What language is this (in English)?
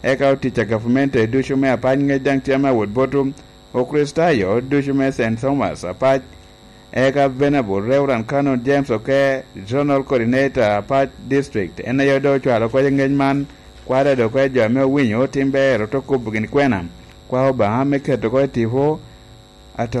Lango (Uganda)